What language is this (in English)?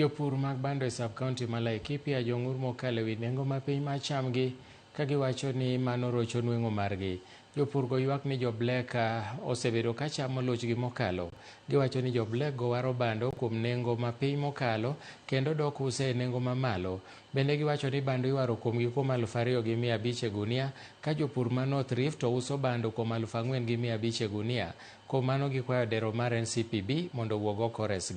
Luo (Kenya and Tanzania)